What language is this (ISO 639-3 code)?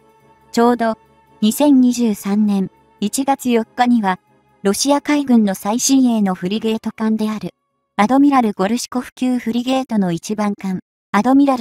jpn